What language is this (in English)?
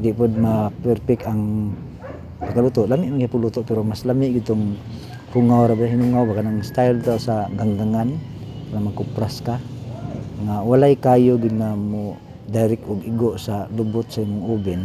Cebuano